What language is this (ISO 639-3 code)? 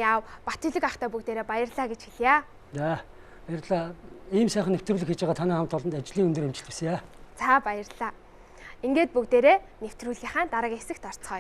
mon